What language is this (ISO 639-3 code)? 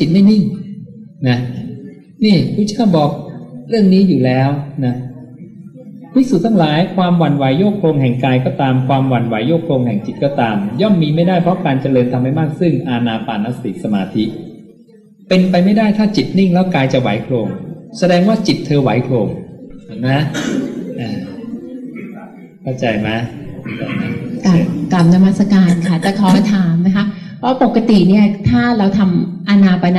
tha